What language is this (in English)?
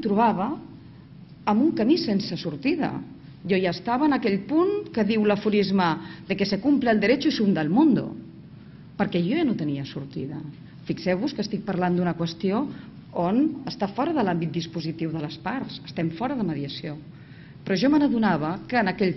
Catalan